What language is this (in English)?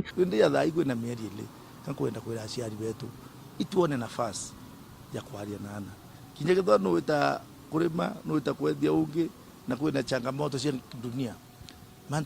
Meru